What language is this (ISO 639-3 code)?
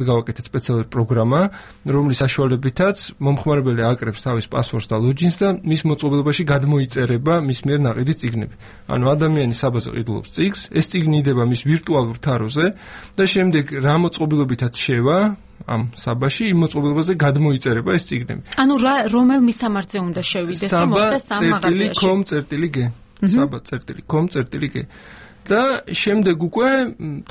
kat